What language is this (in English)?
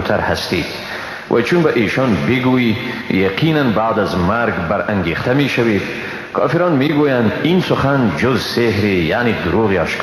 Persian